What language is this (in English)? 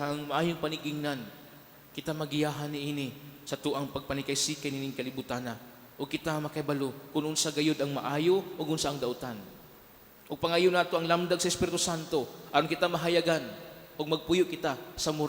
Cebuano